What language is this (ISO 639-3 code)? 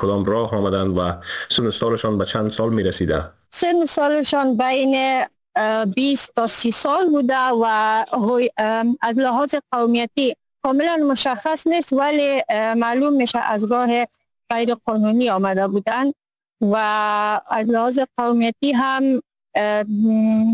fas